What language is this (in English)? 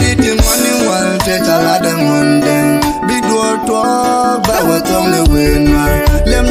Nuer